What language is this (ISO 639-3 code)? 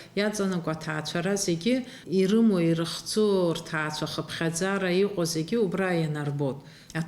abk